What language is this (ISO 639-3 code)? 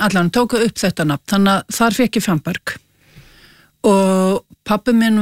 isl